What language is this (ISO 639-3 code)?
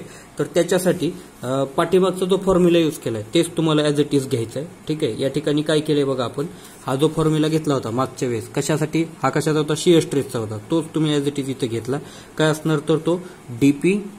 mar